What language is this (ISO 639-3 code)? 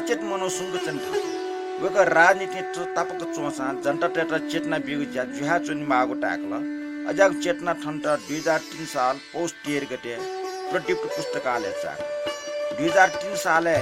new